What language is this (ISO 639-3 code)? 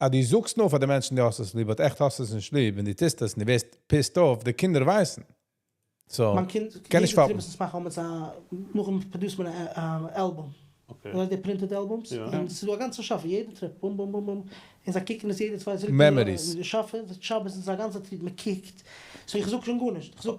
yid